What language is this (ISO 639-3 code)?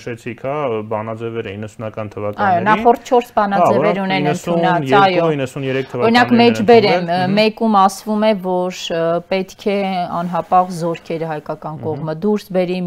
hye